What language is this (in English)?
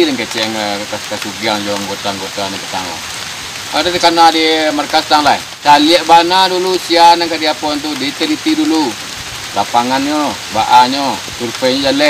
Minangkabau